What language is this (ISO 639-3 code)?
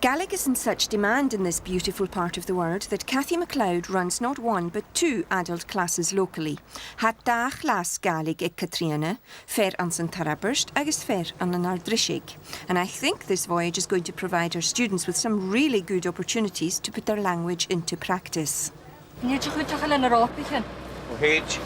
gla